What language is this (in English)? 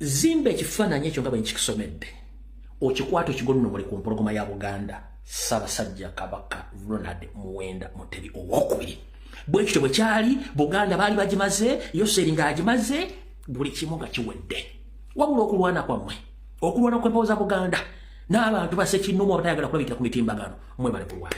Ganda